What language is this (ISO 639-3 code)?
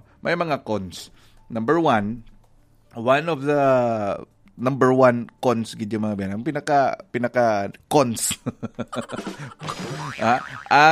hil